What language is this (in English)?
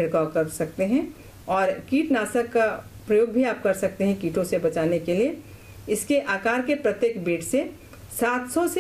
Hindi